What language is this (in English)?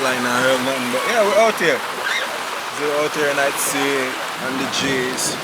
Jamaican Creole English